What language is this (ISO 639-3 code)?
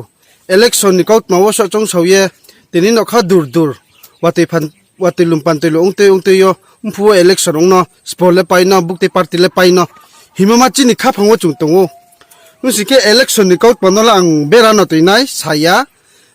ria